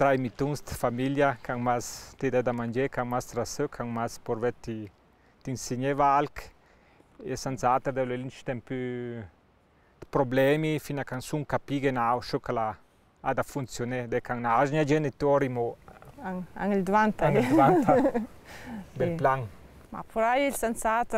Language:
Ladin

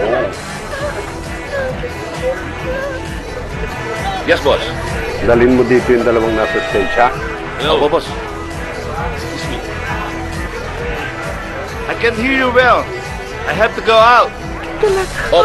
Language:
Filipino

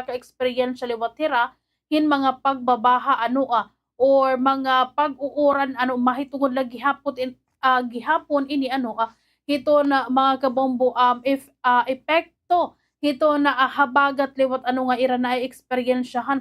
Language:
Waray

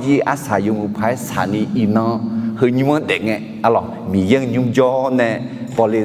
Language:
Akha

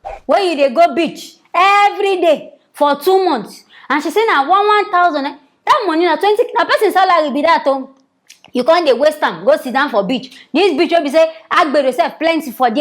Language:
Nigerian Pidgin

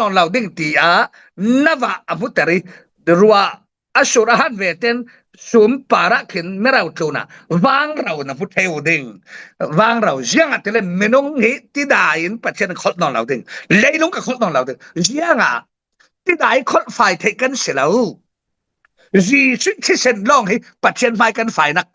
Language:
Falam Chin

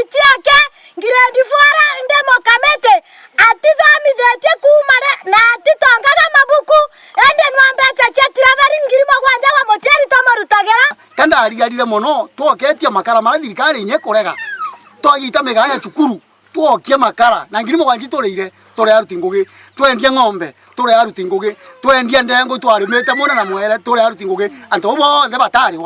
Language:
Meru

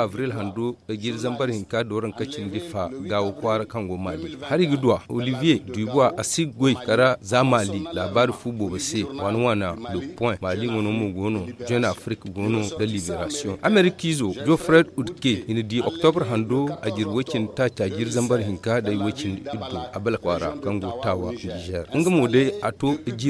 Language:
Zarma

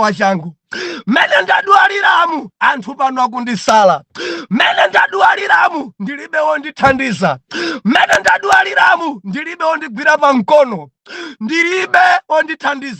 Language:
Nyanja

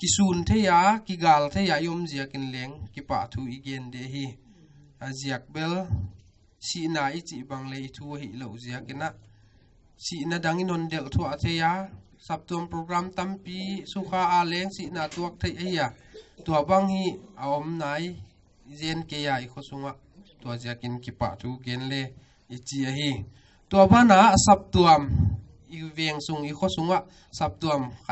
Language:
Paite Chin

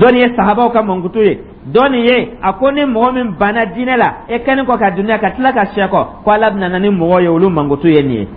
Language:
Dyula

